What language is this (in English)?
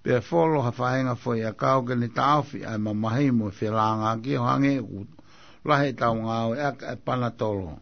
Tongan